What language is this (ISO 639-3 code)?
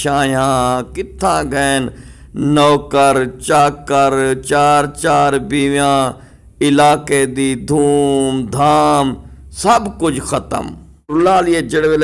skr